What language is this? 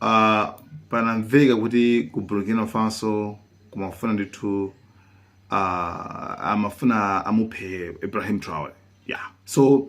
Nyanja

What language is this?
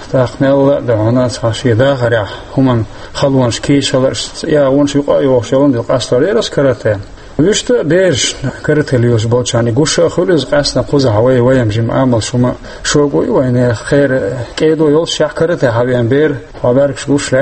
Chechen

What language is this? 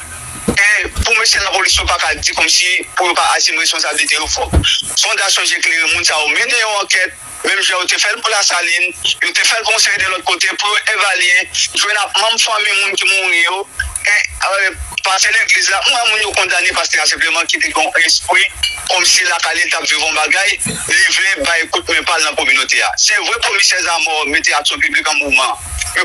Haitian Creole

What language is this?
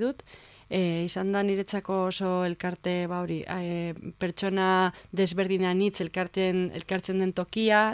Basque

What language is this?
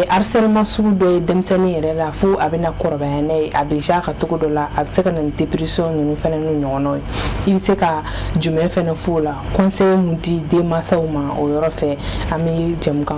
Bambara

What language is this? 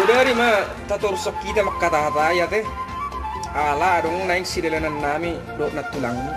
Batak Toba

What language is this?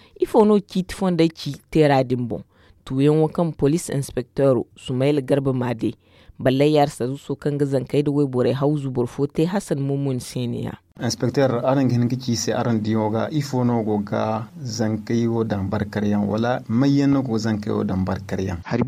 Zarma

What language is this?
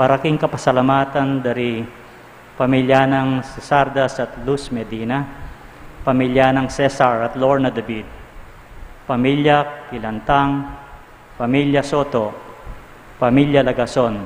Pampanga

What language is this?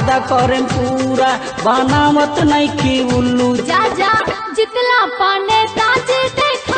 Bhojpuri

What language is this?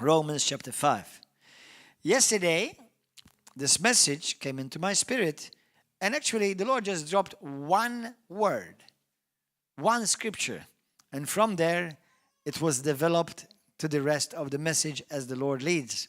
English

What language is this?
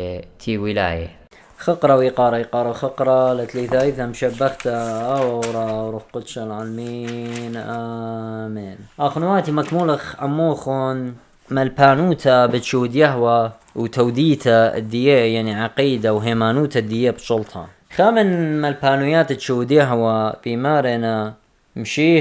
Assyrian Neo-Aramaic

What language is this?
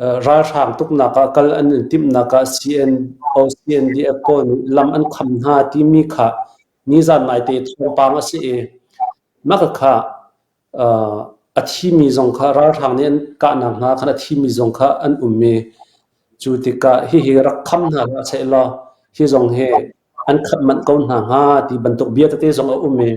Falam Chin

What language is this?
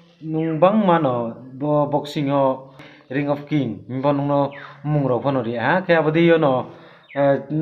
Riang (India)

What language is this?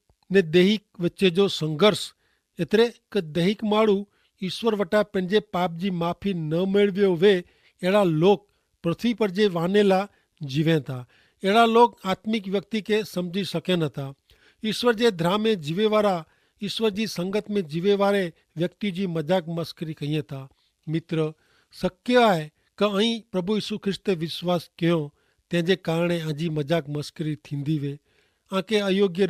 Kachhi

